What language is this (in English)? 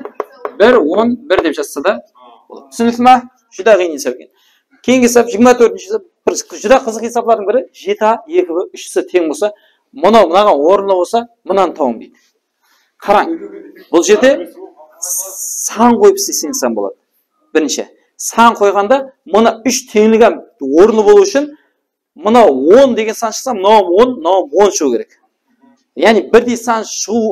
Kara-Kalpak